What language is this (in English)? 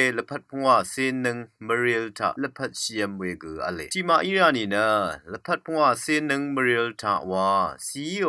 Rawang